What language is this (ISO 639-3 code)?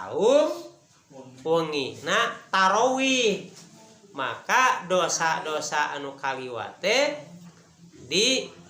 sun